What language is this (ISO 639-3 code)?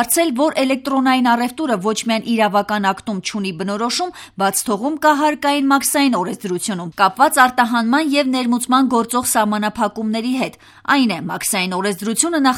hye